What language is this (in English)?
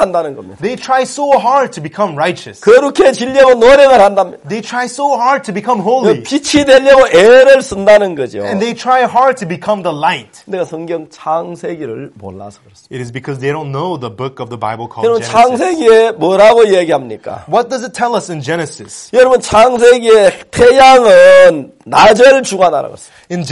Korean